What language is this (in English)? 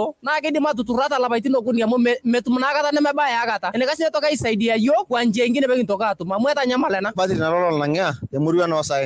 Masai